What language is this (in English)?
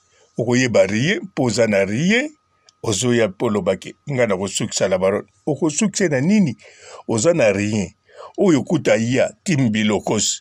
Lingala